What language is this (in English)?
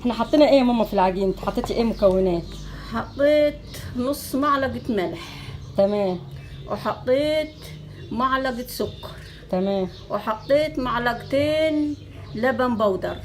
Egyptian Arabic